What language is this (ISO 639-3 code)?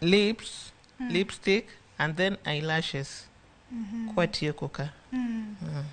luo